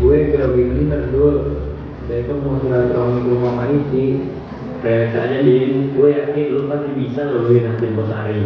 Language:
Betawi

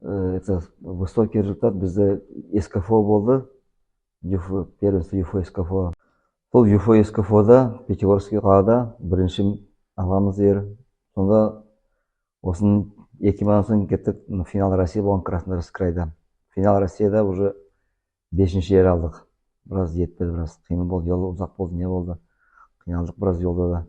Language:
Nogai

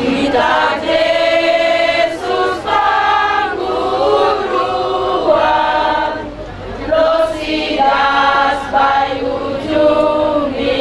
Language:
Batak Simalungun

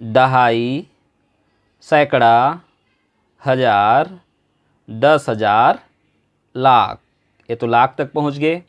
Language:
Chhattisgarhi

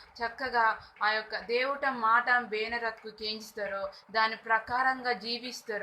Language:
Koya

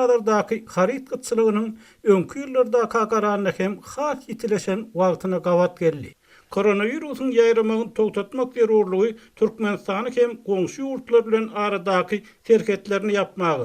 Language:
Turkmen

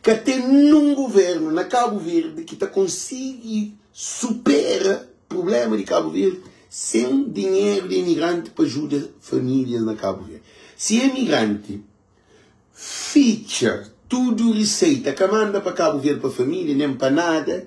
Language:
Kabuverdianu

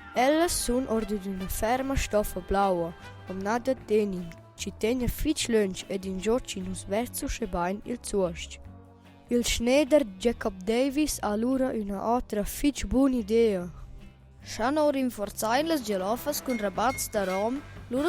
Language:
Romansh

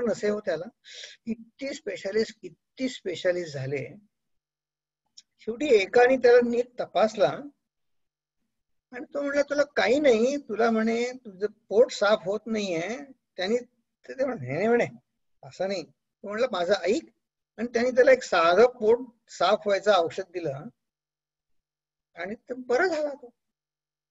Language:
Marathi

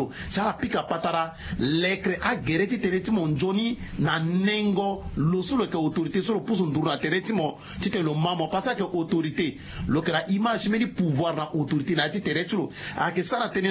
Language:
Sango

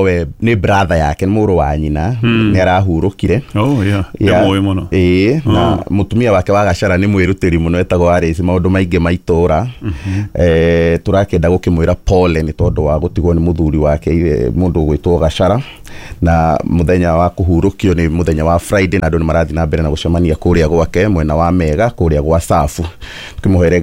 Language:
Kikuyu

